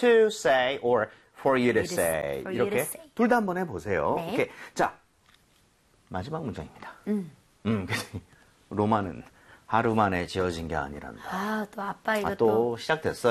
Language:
Korean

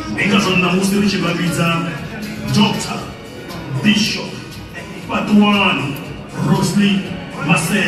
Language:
Venda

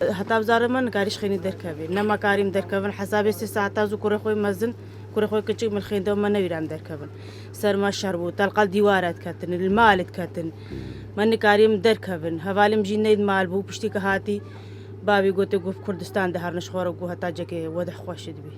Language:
Kurdish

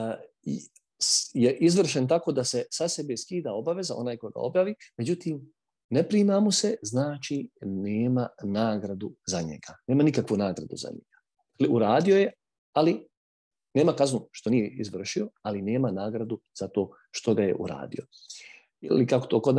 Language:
Bosnian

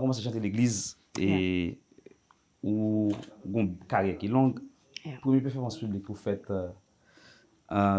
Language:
Haitian Creole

